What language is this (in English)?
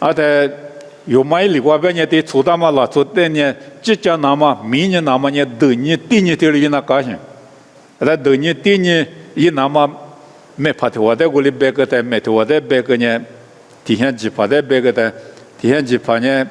Lisu